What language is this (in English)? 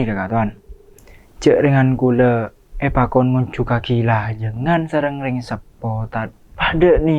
Madurese